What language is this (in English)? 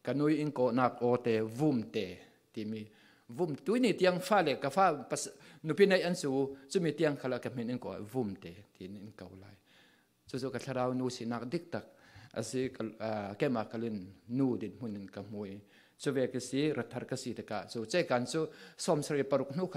Falam Chin